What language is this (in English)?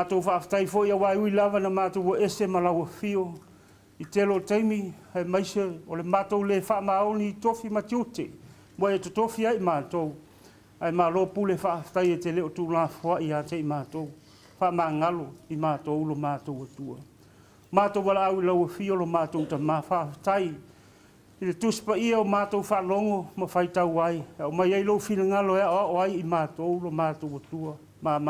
Samoan